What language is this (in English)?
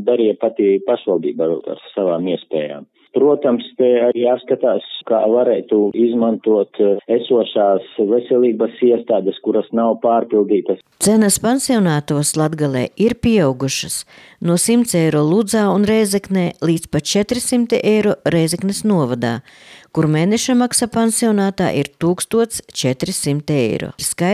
Latvian